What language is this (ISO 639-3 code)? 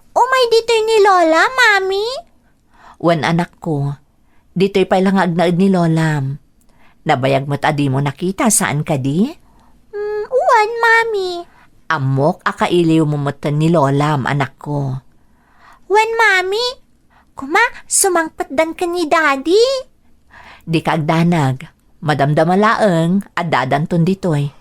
ilo